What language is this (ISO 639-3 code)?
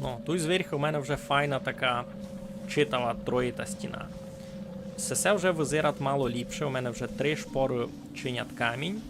rue